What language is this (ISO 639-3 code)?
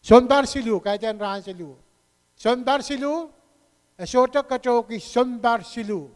pon